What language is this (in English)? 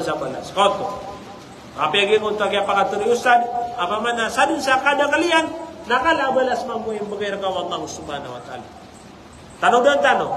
Maranao